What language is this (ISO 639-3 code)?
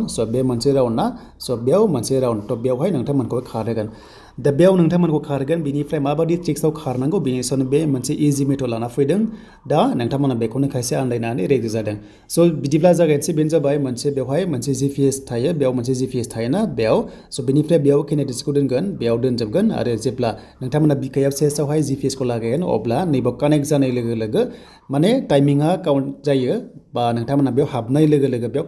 brx